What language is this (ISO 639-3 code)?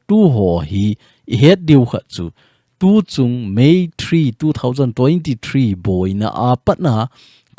tcz